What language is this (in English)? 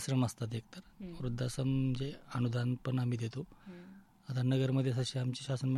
Marathi